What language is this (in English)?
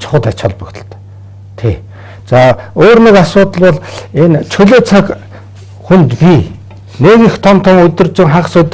Mongolian